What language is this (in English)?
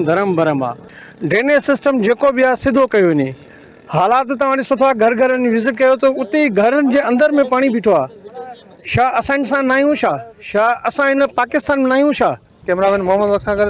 Sindhi